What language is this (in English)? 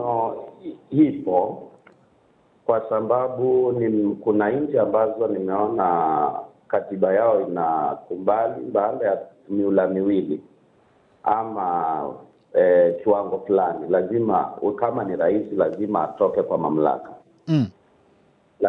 Swahili